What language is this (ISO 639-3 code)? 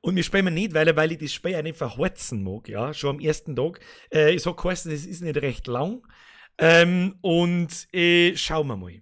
bar